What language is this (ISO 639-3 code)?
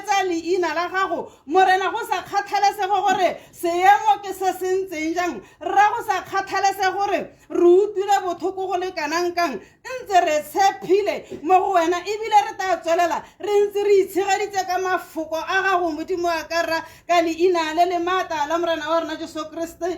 tsn